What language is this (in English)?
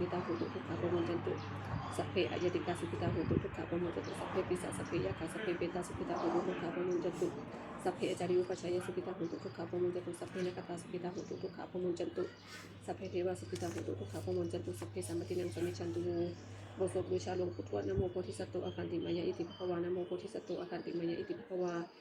Pali